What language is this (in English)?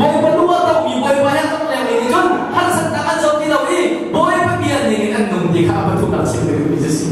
Hakha Chin